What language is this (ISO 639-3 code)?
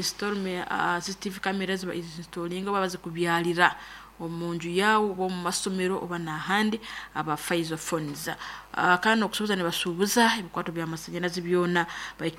nyn